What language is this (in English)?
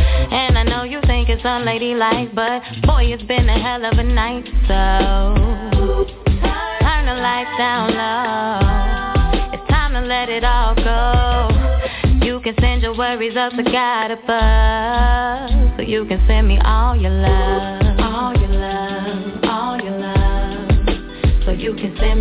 English